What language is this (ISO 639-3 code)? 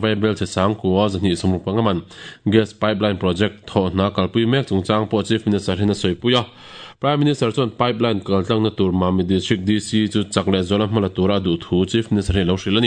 lus